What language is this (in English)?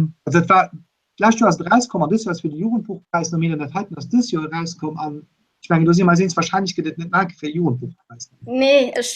Luxembourgish